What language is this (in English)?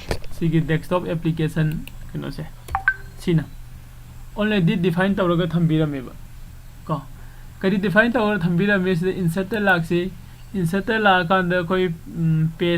Manipuri